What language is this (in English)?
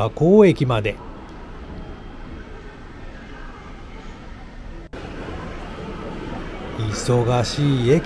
Japanese